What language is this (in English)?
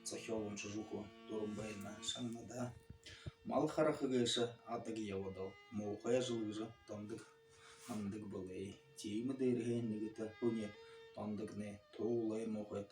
Buriat